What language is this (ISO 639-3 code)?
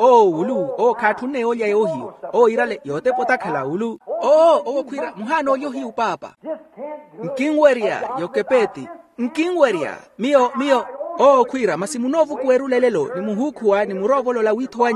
vmw